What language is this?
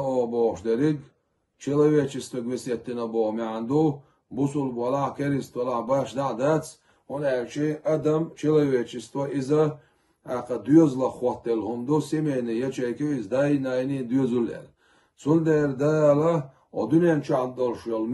Chechen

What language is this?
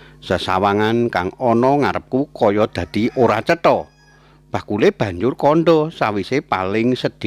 Javanese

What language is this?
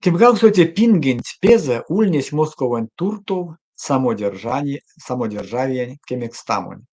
Erzya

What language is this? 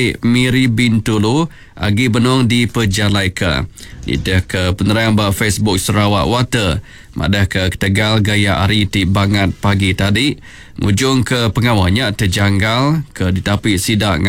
Iban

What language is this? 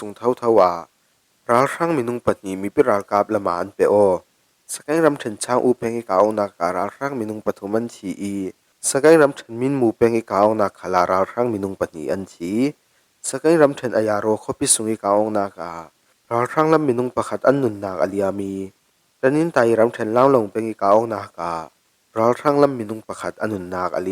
Falam Chin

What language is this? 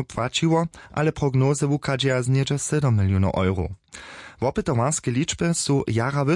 Upper Sorbian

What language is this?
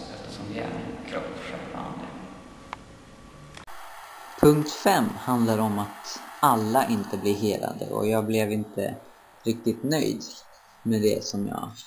Swedish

